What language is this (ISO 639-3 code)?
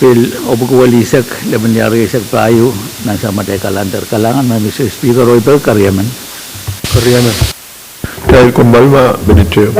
pon